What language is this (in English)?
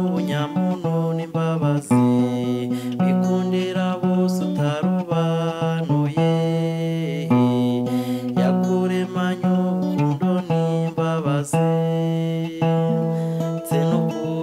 Kinyarwanda